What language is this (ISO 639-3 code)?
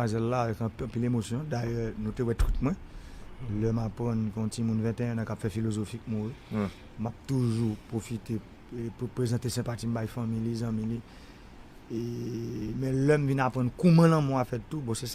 hat